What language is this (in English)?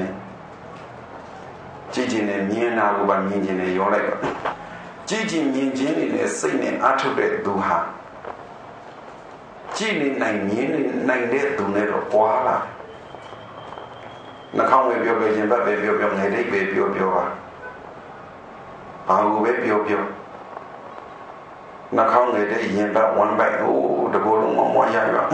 Burmese